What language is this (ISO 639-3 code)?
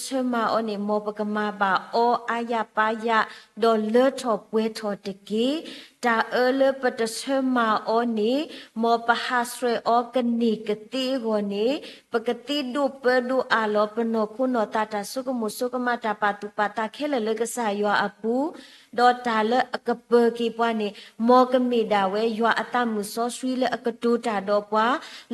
ksw